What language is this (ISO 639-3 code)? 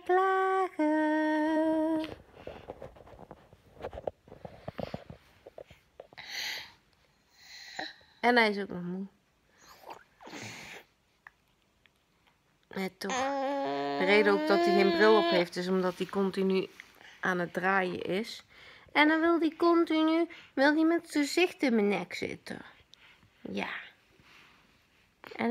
nld